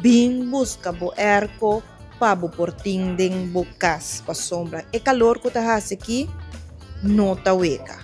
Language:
Papiamento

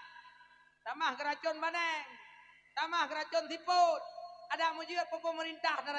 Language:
Achinese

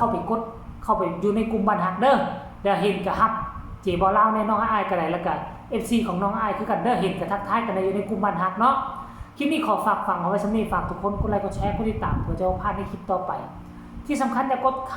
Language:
Northeastern Thai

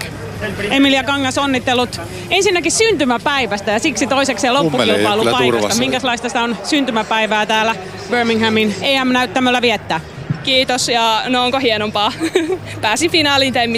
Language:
Finnish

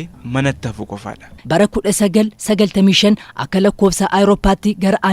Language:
Oromo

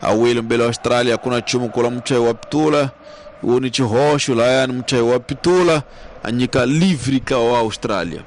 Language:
Tsonga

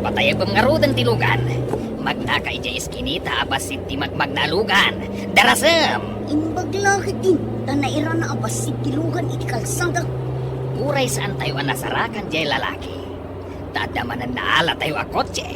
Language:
Iloko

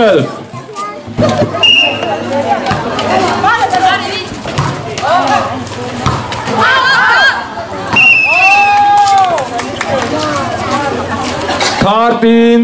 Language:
Mizo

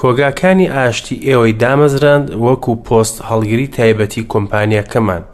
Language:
Central Kurdish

